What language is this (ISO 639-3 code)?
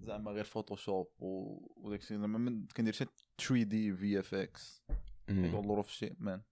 ary